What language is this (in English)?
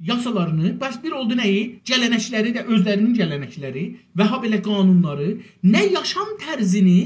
South Azerbaijani